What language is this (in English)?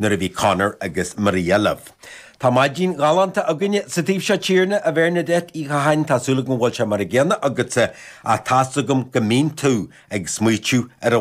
Irish